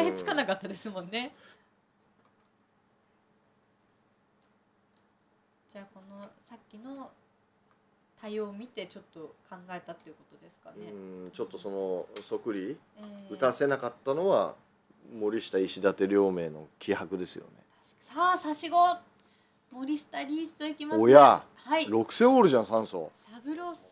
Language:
Japanese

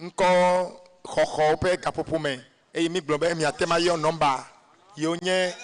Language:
Ewe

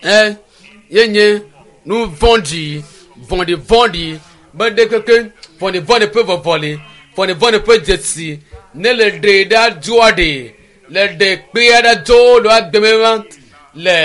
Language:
Ewe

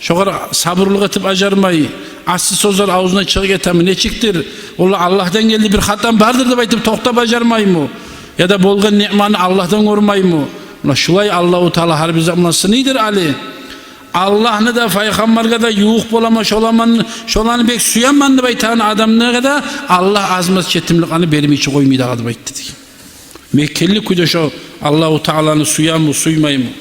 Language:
Kumyk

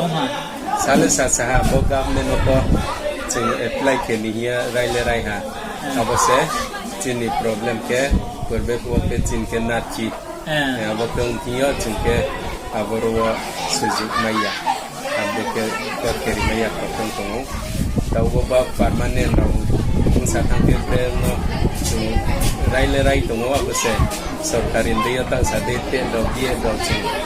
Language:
Riang (India)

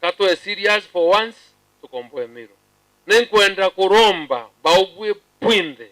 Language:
Meru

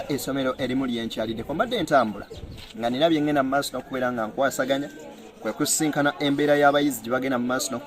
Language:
Ganda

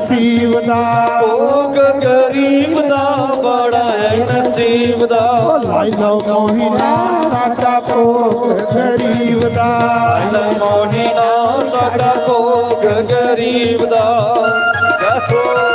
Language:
Dogri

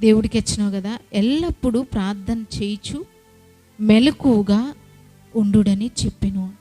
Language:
Koya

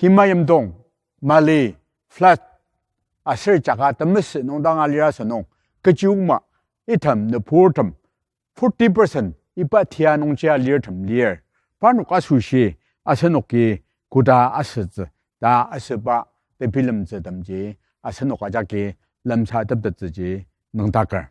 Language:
Ao Naga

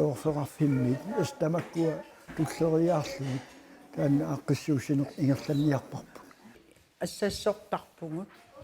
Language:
Kalaallisut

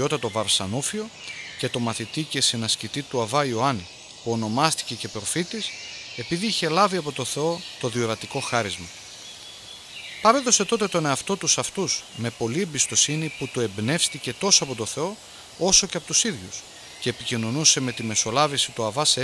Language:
Greek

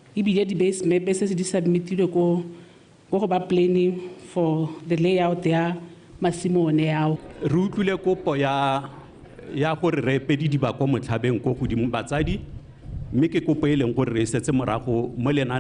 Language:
Tswana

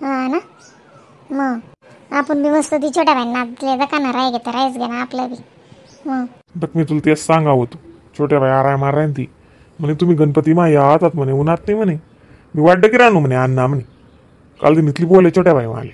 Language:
Khandesi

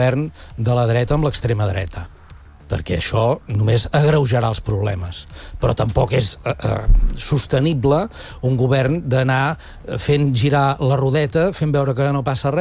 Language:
Catalan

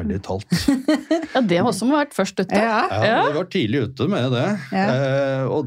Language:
Norwegian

